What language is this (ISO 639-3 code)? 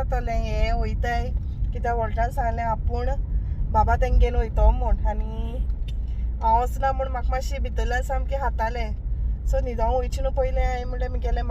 kok